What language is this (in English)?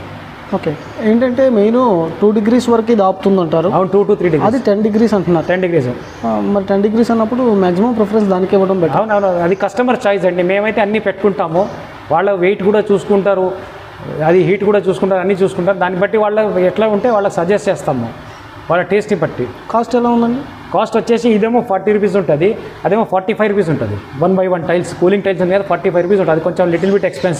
Telugu